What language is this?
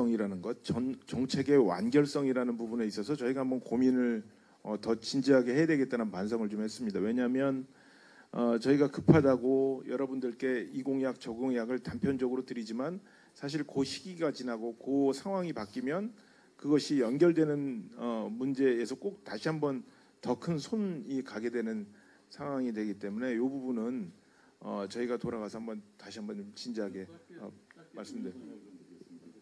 Korean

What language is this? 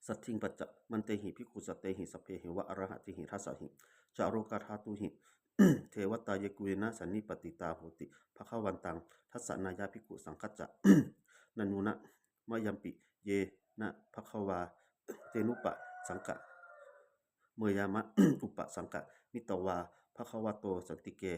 Pali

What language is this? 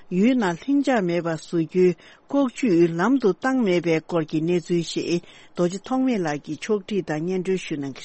Tibetan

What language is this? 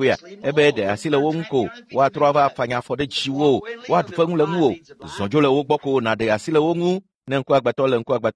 Ewe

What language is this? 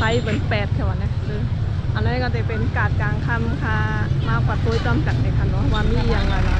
Shan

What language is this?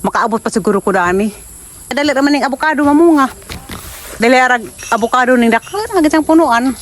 Cebuano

